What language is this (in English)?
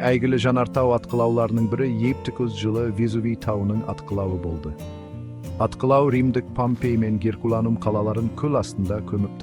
Kazakh